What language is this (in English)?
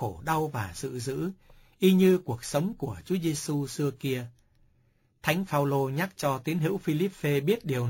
Vietnamese